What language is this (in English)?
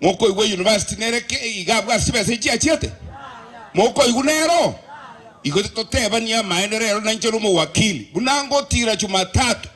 Gusii